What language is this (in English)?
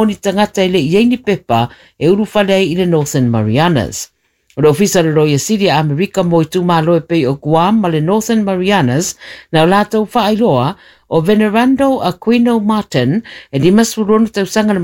Samoan